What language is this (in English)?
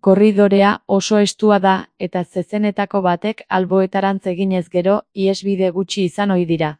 Basque